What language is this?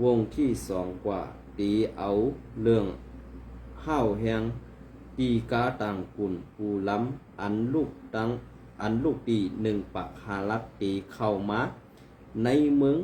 Shan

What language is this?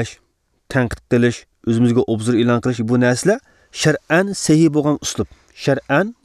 Uyghur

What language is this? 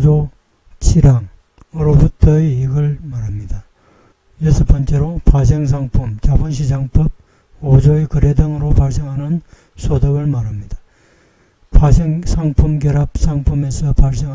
Korean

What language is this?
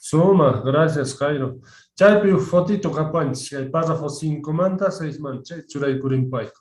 Quechua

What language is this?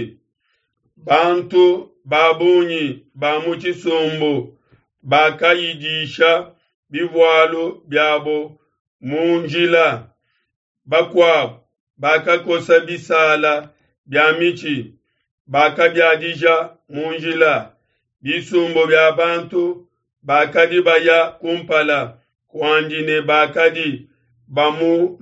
Luba-Lulua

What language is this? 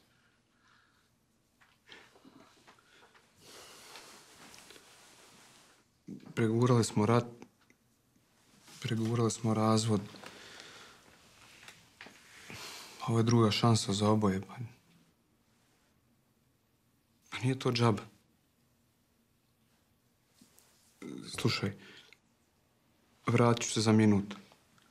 Croatian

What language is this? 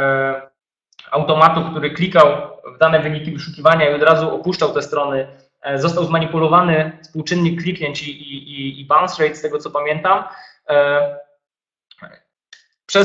Polish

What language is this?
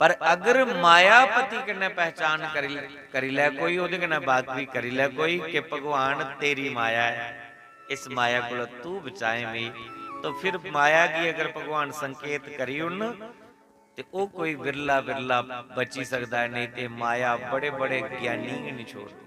Dogri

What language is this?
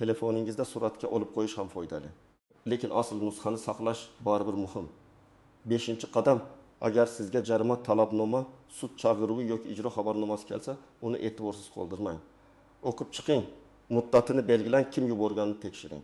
Uzbek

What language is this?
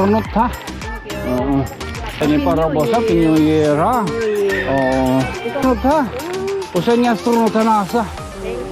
Waray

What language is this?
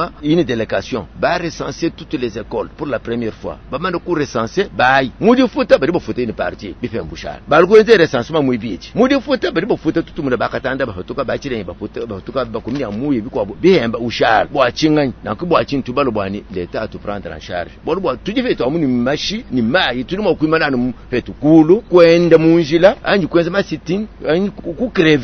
Luba-Lulua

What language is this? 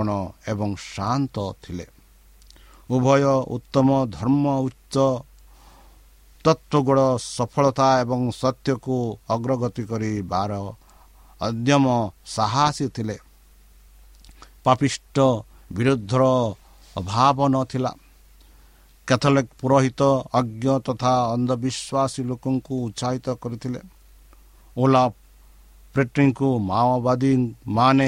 Odia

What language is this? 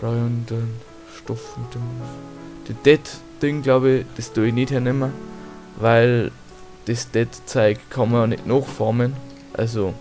Bavarian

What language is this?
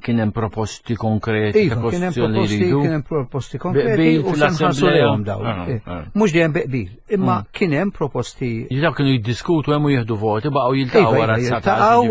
Maltese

